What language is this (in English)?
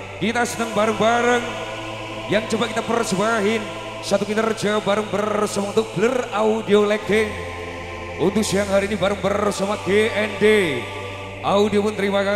Indonesian